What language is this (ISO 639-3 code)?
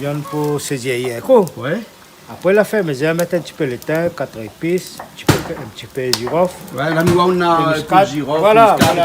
rcf